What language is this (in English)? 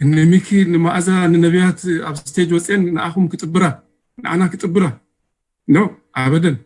Tigrinya